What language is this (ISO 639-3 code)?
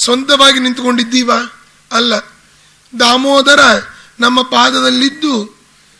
kan